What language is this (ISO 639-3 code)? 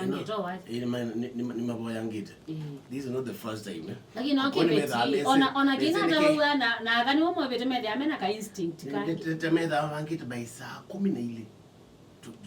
kam